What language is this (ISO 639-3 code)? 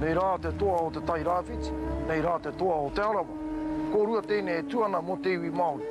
mri